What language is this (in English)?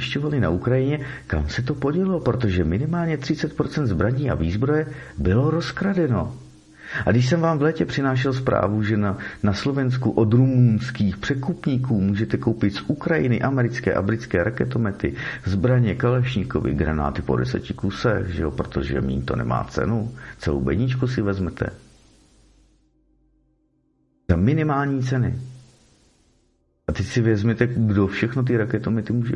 Czech